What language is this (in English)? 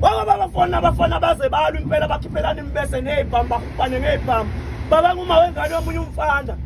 Zulu